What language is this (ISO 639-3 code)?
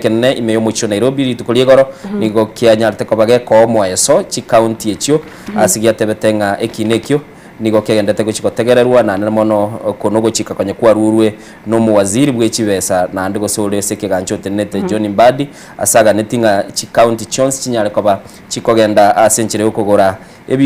guz